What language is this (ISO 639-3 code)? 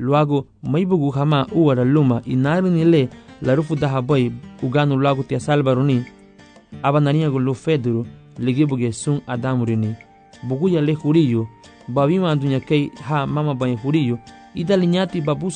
cab